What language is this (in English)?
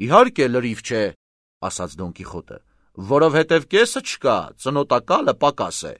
Armenian